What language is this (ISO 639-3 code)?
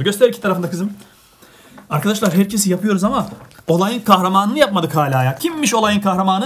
tur